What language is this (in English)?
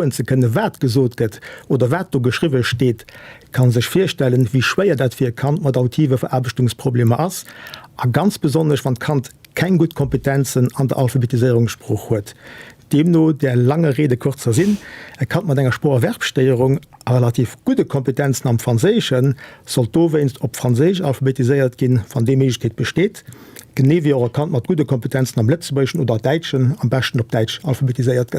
Luxembourgish